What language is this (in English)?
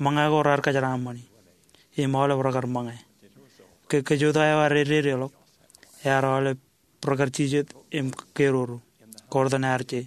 Marshallese